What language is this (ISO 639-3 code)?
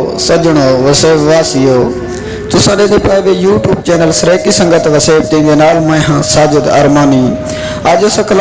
skr